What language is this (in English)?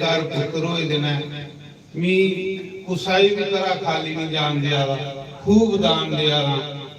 Dogri